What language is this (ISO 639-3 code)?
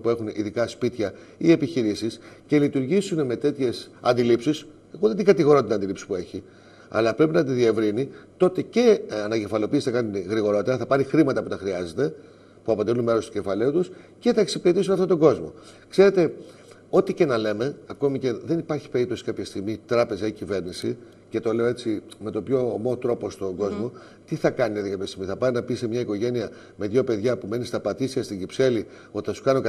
ell